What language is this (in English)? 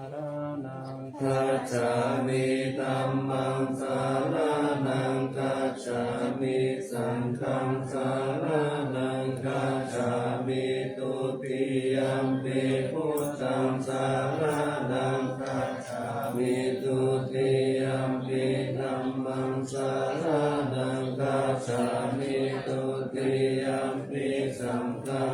Pali